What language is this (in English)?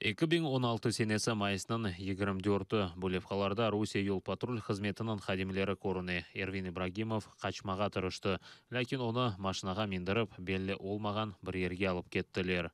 Crimean Tatar